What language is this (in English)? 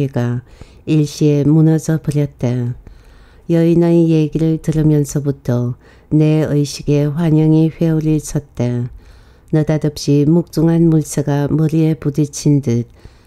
Korean